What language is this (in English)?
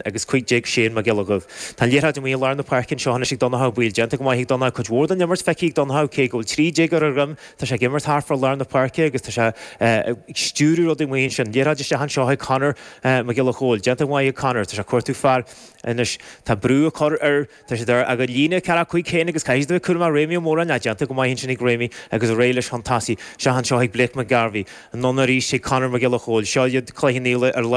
Irish